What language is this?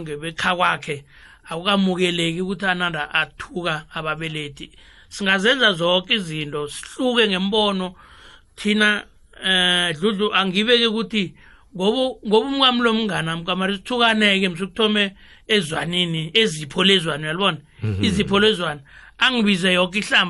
South Ndebele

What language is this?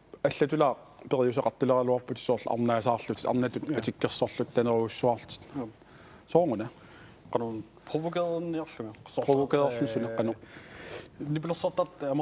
Kalaallisut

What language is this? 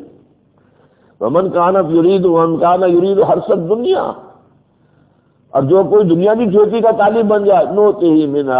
Urdu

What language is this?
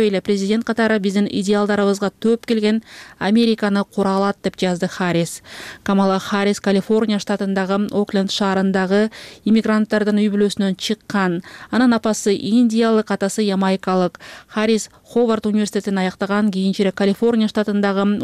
Kyrgyz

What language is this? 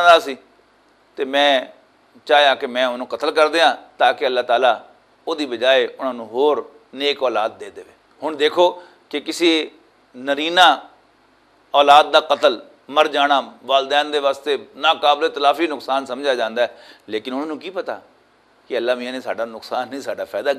Western Panjabi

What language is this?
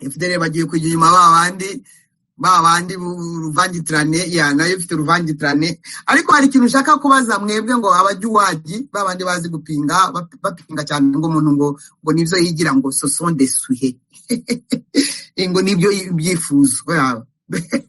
Kinyarwanda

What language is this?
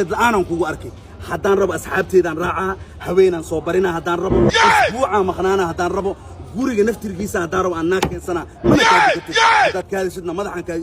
Somali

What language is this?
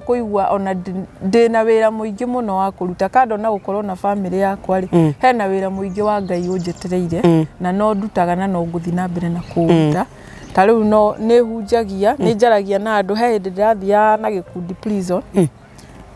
Kikuyu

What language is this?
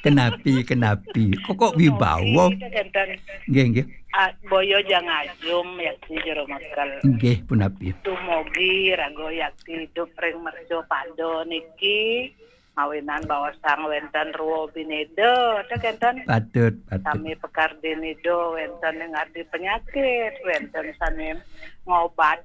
Balinese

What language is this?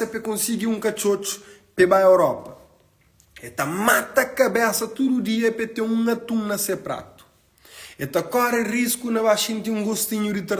Kabuverdianu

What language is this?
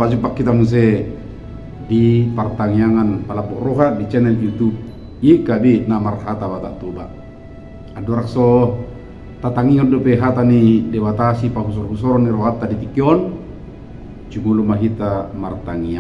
Batak Toba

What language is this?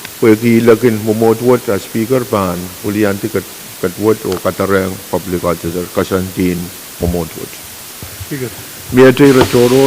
Pohnpeian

